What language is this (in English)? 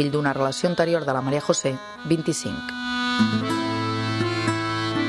Catalan